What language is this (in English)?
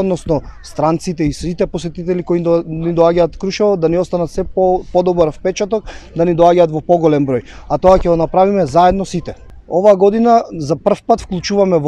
Macedonian